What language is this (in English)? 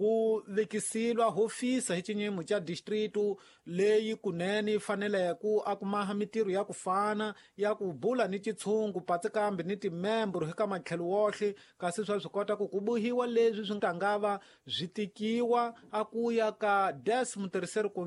Tsonga